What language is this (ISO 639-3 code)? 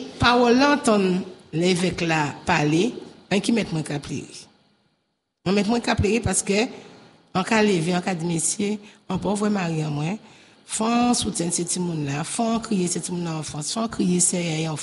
fra